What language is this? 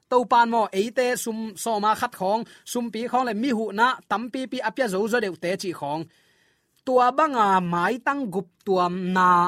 Tedim Chin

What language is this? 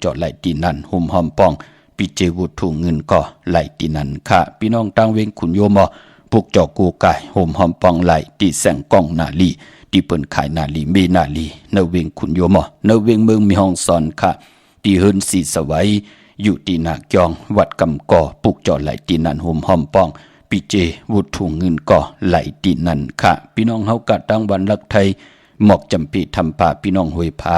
Shan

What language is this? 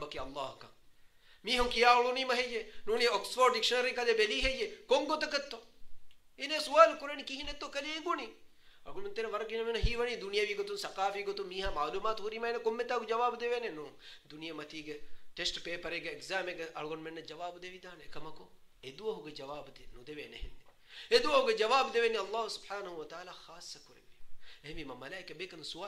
Divehi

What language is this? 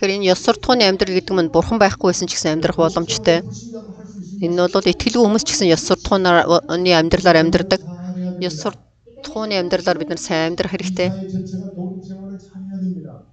Mongolian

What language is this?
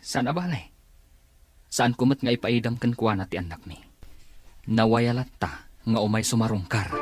Iloko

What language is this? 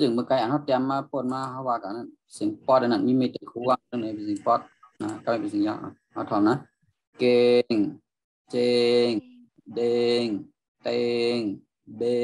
Shan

